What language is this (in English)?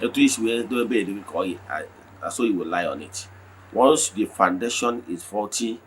Igbo